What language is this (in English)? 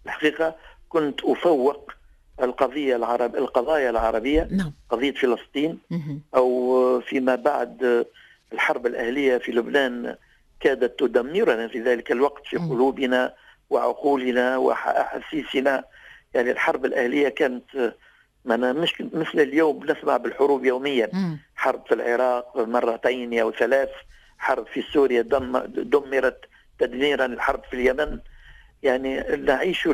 Tunisian Arabic